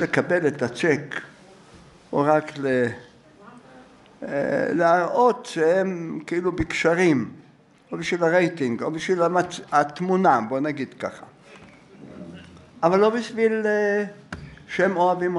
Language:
Hebrew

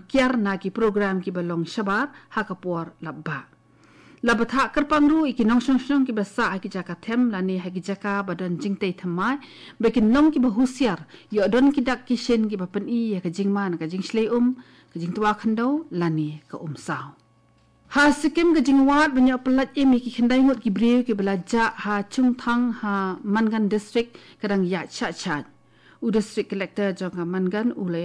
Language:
Khasi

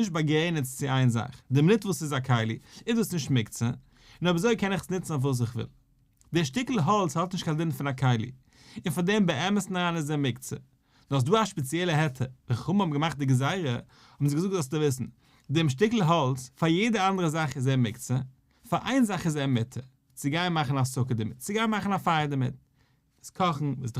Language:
Yiddish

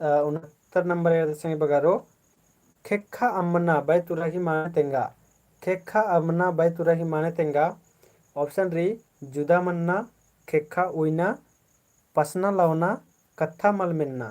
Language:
Kurukh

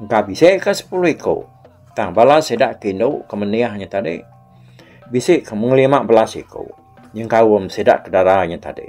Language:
Iban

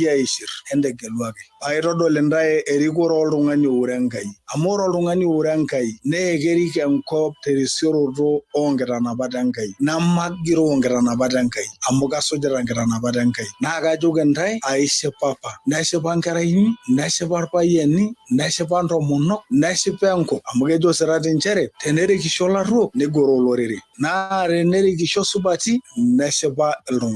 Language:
Masai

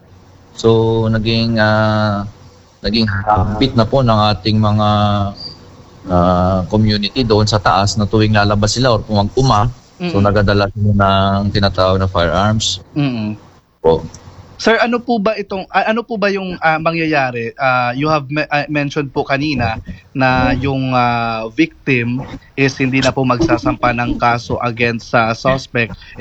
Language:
Filipino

